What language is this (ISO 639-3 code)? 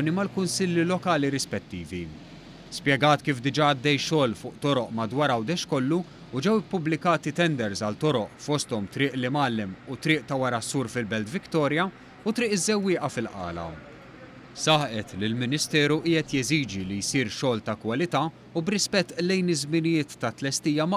mlt